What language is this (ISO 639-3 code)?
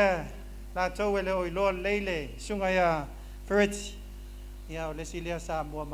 smo